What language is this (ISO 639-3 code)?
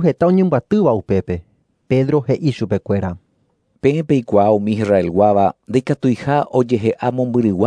grn